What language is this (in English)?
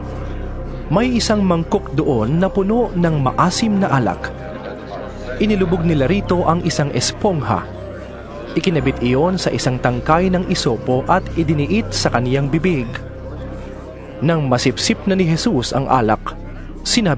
Filipino